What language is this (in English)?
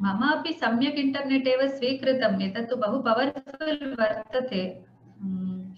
Sanskrit